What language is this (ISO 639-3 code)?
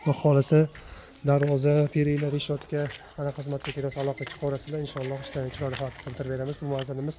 uzb